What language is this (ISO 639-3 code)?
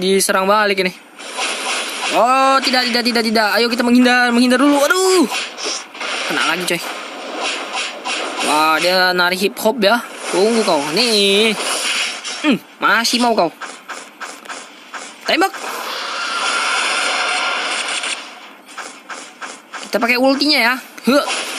ind